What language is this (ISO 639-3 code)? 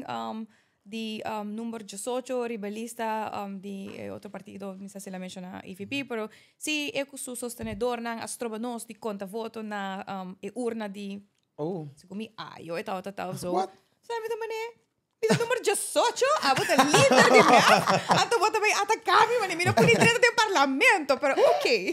pap